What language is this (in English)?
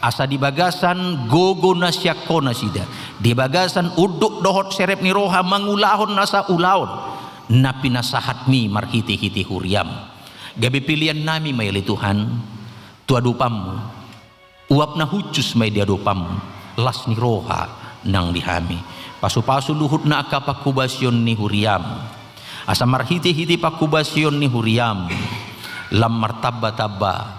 Batak Toba